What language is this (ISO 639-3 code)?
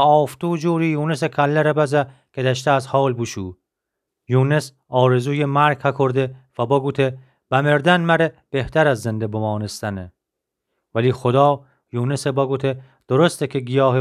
glk